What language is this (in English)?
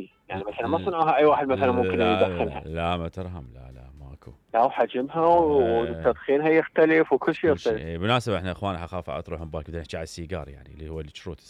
Mesopotamian Arabic